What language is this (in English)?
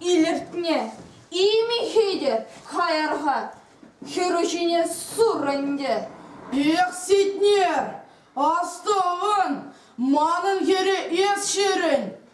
Chuvash